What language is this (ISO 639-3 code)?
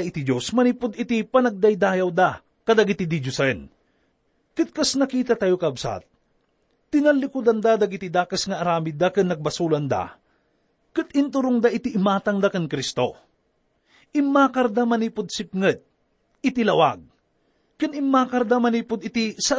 ilo